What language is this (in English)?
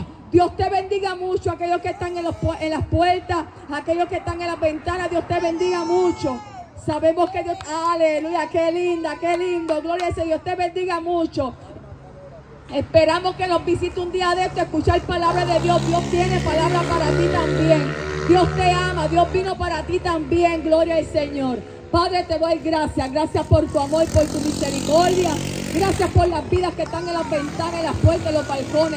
Spanish